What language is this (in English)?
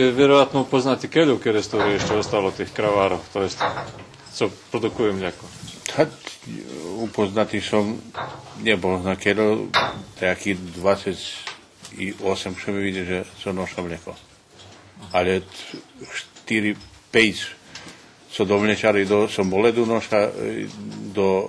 Rusyn